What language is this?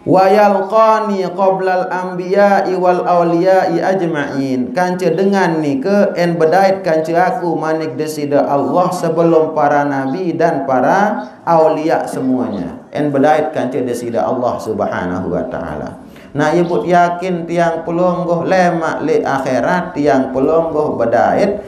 Sasak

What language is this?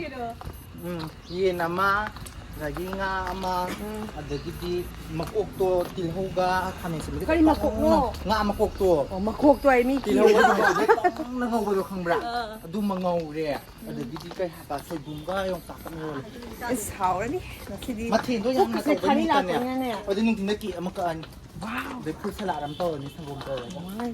Manipuri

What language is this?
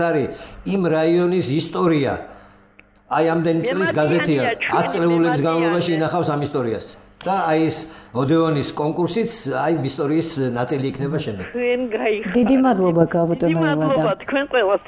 Georgian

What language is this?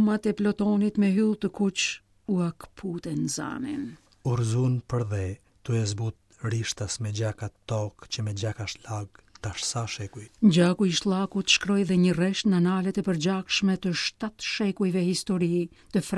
Albanian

